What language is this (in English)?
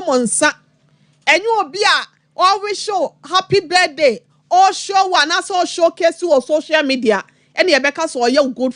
Akan